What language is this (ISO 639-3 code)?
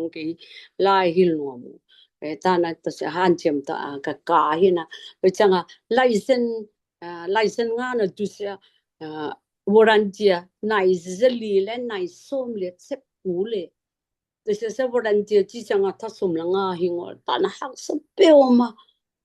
ctd